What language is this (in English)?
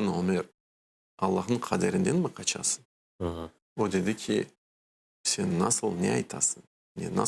Crimean Tatar